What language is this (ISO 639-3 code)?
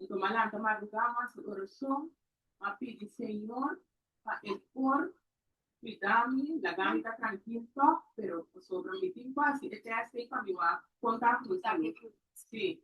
pap